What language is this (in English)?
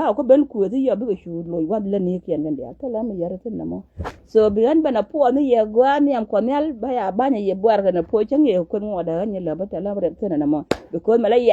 Nuer